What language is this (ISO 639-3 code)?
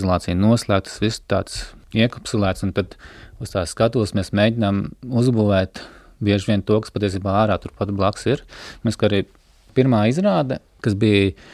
lav